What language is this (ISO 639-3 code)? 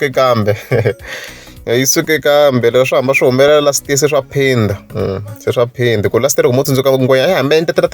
tso